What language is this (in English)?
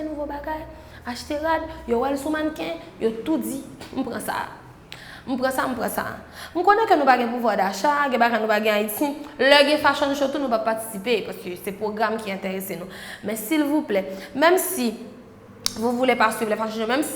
Haitian Creole